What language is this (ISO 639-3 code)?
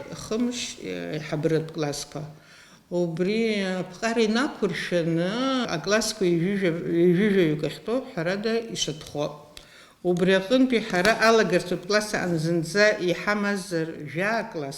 abk